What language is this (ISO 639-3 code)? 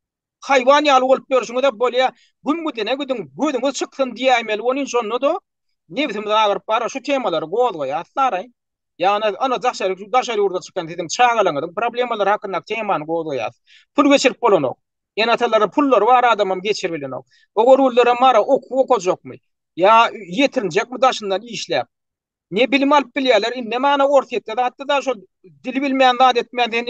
tuk